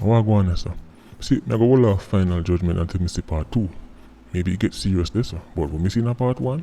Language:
Jamaican Creole English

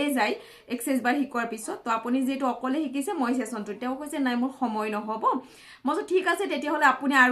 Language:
Assamese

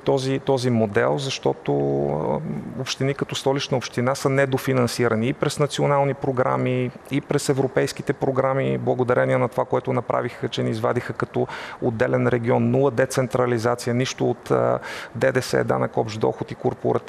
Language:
Bulgarian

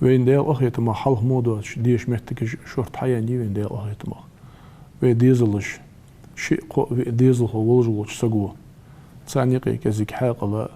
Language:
Ingush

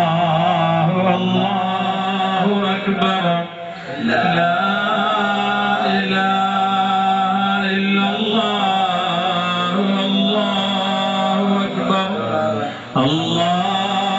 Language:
Malayalam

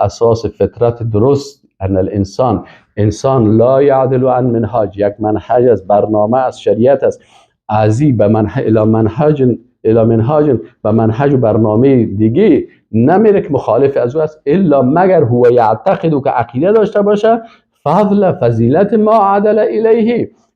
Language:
Persian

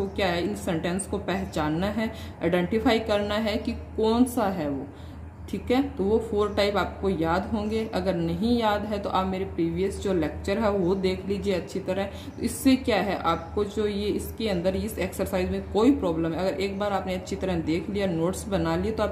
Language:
Hindi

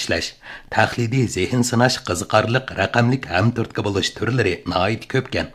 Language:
Uyghur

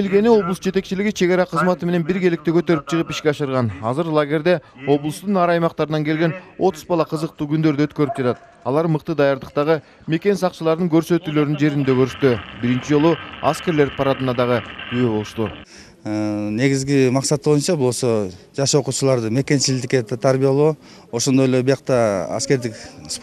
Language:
Kyrgyz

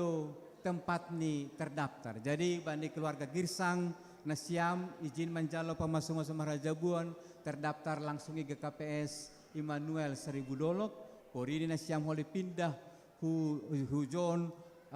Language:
Batak Simalungun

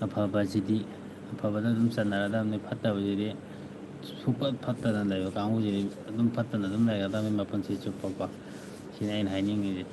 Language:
Manipuri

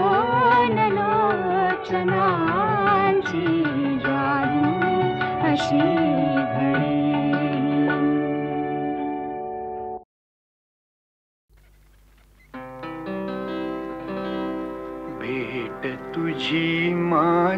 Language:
Marathi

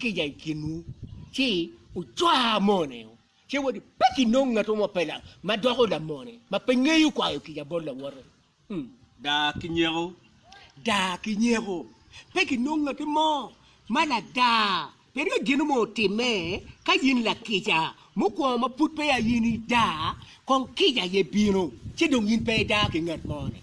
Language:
Acoli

